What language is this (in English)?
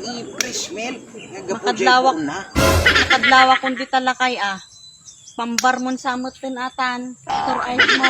Iloko